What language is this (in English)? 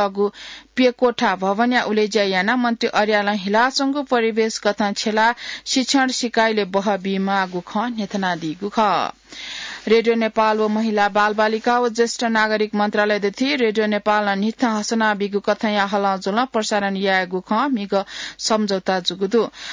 Newari